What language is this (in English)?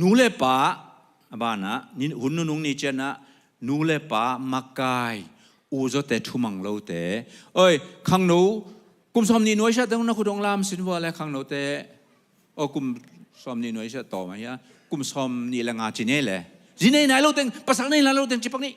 Tedim Chin